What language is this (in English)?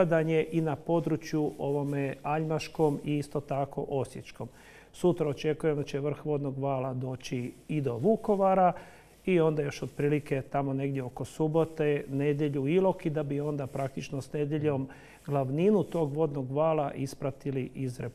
Croatian